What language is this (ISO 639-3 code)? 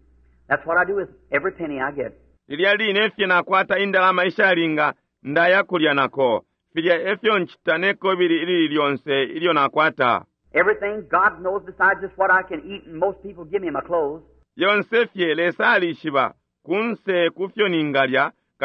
bem